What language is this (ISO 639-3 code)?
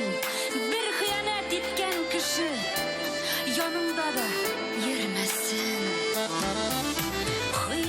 tat